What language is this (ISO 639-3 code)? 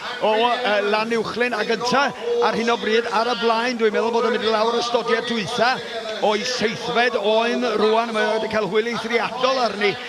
cym